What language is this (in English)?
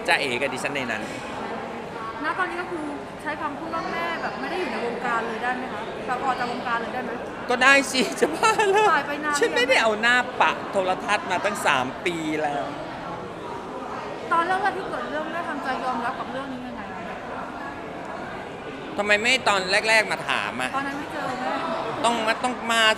Thai